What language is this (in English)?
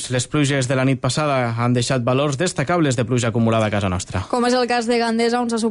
Catalan